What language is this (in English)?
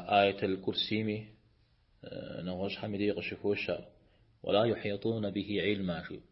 Kabardian